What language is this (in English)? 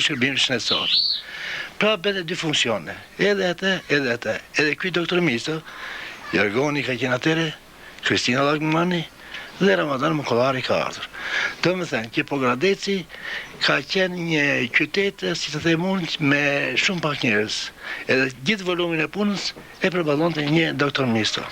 Albanian